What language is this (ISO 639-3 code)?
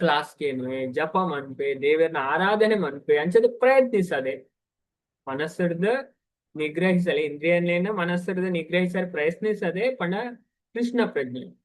tcy